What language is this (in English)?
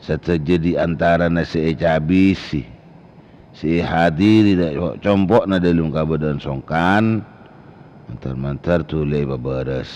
Madurese